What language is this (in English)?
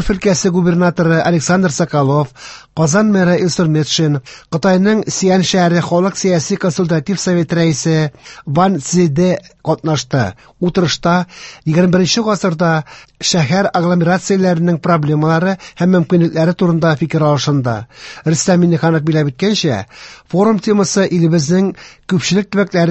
Tatar